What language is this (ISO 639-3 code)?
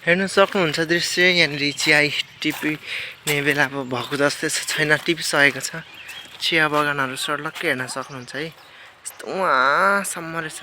nep